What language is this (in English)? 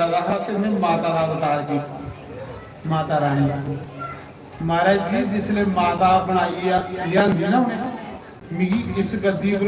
Dogri